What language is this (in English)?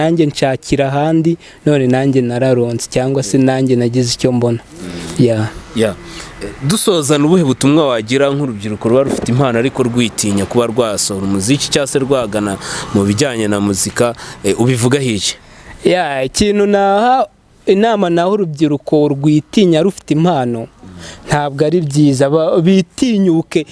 Kinyarwanda